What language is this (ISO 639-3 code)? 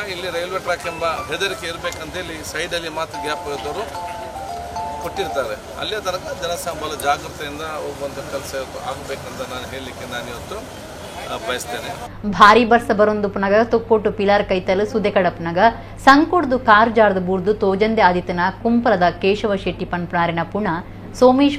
tcy